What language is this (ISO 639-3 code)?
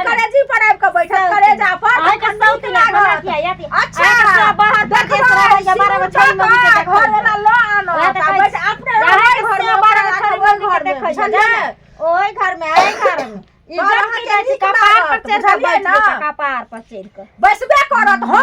mai